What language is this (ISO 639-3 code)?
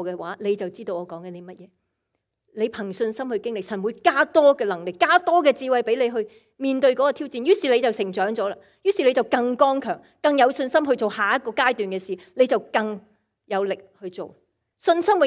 yue